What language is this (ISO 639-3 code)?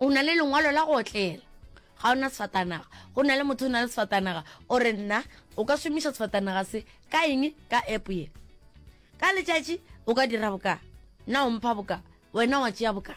nso